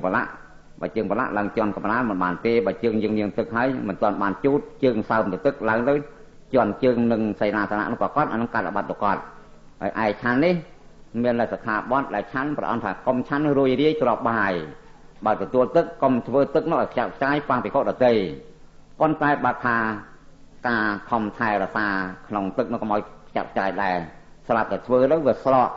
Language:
Khmer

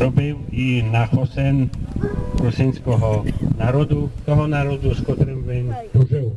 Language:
Rusyn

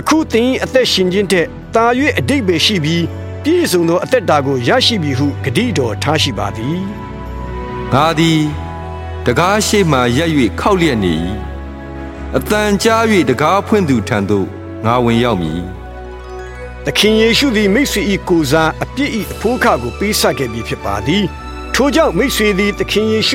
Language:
Burmese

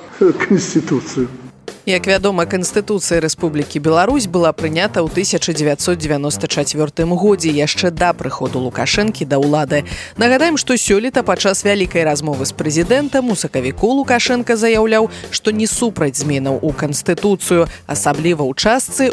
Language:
Belarusian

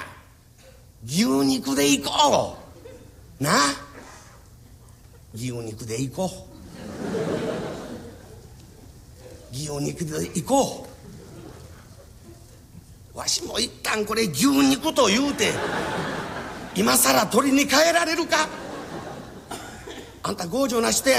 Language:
Japanese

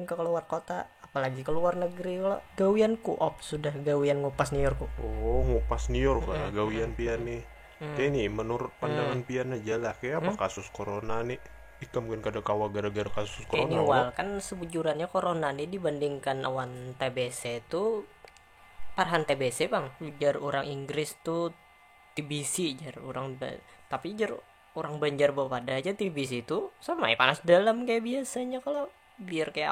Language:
Banjar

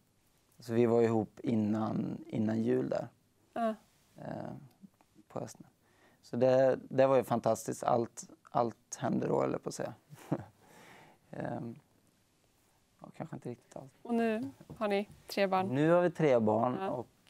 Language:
Swedish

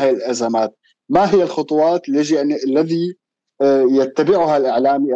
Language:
North Levantine Arabic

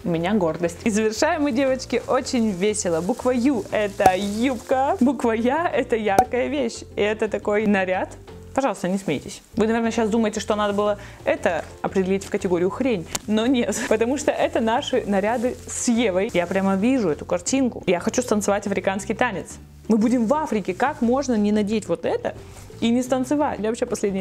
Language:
Russian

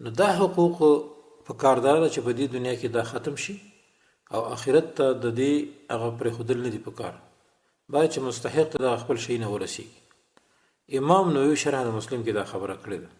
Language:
Pashto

